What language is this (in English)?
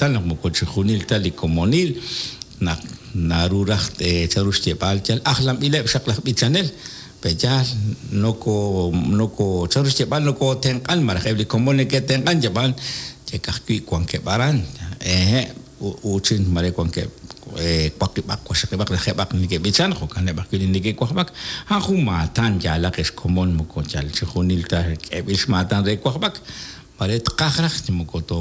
Kekchí